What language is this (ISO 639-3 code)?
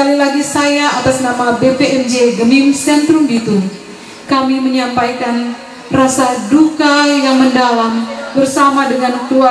ind